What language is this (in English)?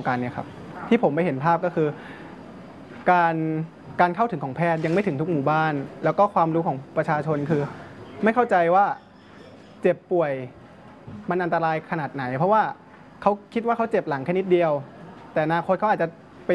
Thai